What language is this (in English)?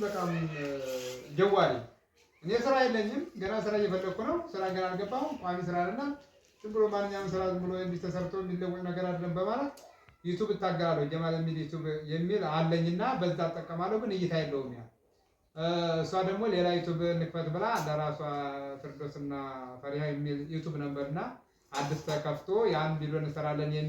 Amharic